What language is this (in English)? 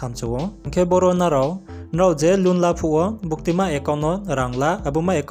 Riang (India)